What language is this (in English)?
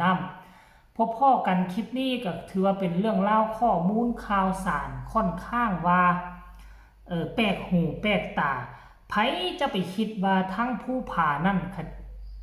Lao